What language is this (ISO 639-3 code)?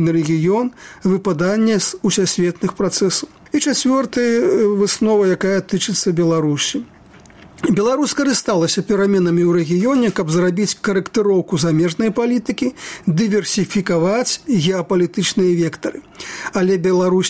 bel